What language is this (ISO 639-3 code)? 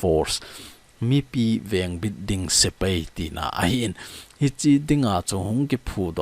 tcz